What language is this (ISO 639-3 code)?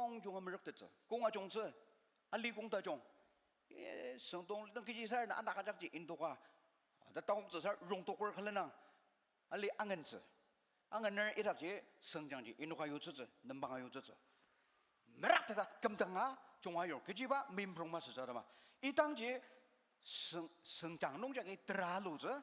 njo